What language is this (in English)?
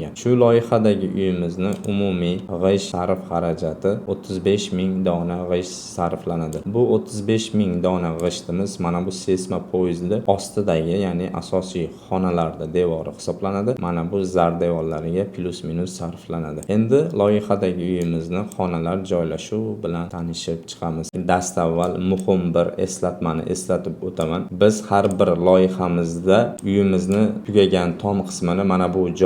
Uzbek